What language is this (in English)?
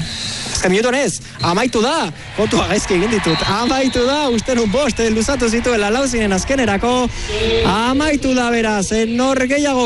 Basque